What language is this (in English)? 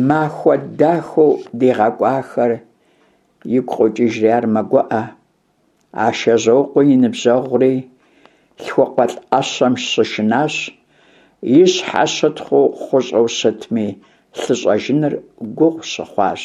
Kabardian